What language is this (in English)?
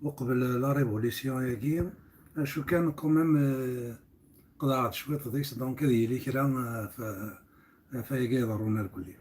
Kabyle